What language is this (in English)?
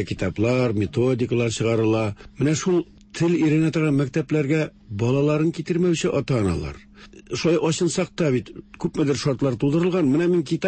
Tatar